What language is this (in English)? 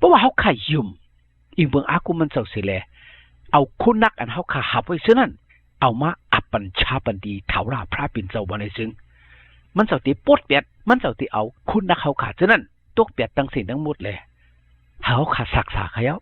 Shan